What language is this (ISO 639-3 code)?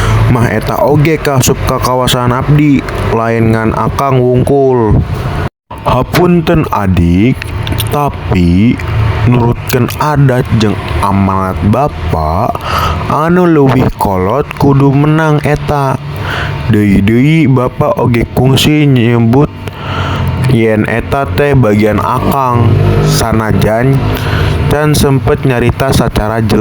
sun